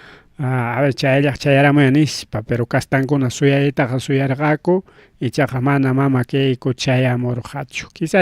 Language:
Ayacucho Quechua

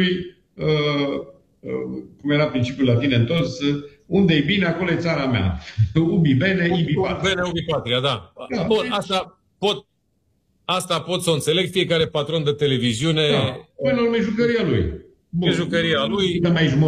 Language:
Romanian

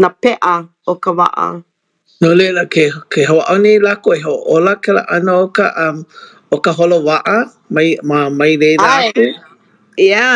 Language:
Hawaiian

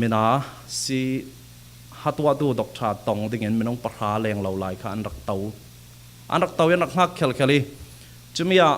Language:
Falam Chin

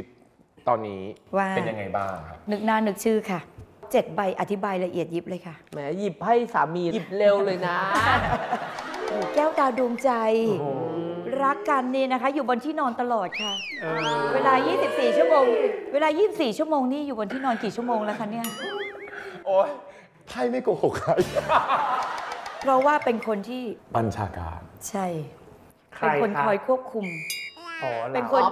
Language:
Thai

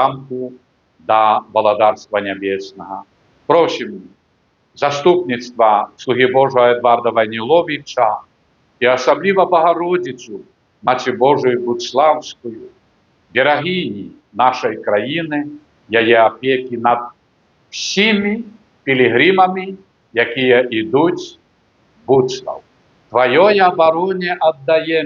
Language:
Belarusian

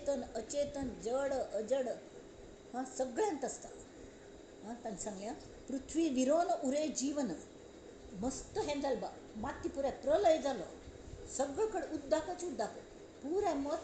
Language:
Konkani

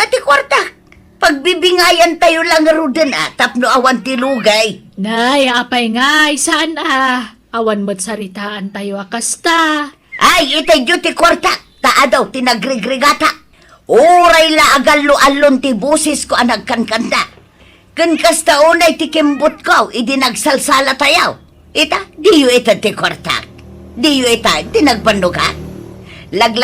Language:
Iloko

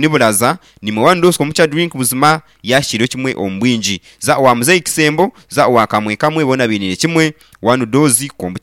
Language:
Nyankole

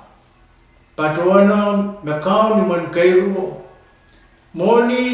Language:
Pohnpeian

